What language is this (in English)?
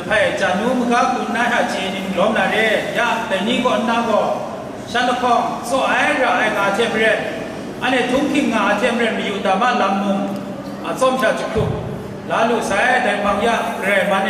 Kachin